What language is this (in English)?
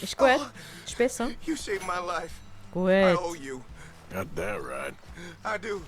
Swiss German